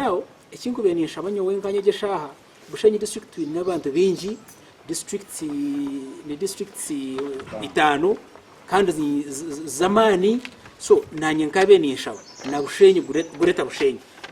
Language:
Nyankole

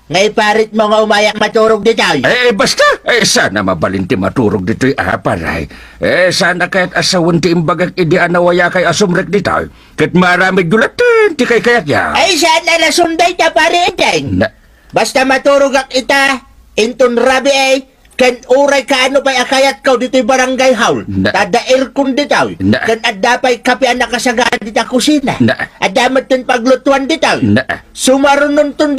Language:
Iloko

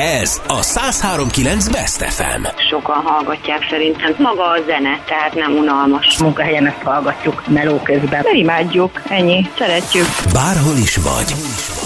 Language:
Hungarian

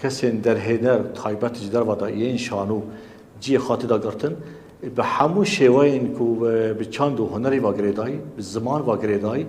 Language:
Kurdish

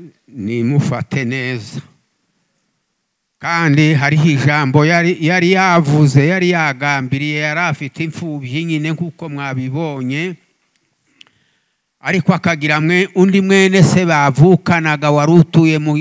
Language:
Kinyarwanda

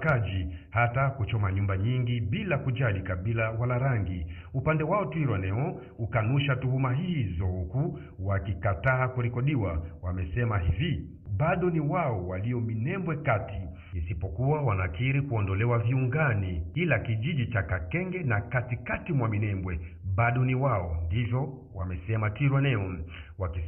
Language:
Swahili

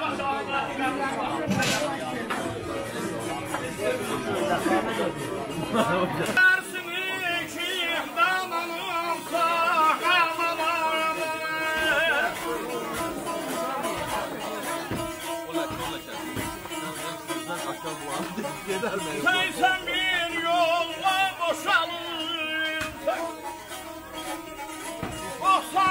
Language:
Azerbaijani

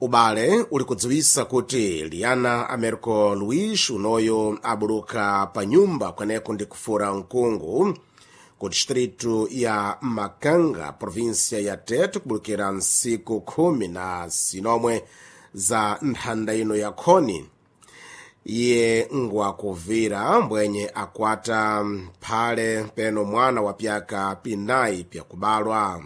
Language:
Sena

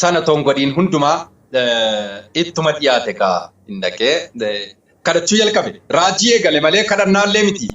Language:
Oromo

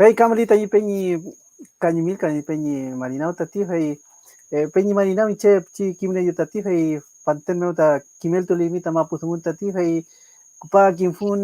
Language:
Mapuche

